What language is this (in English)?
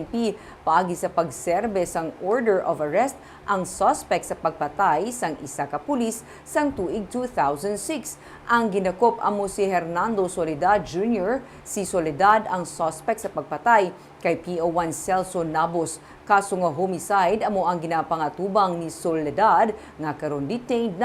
Hiligaynon